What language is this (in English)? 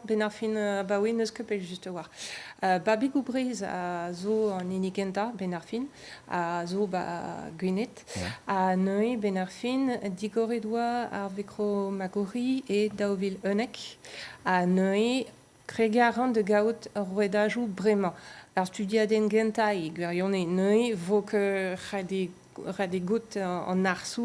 Breton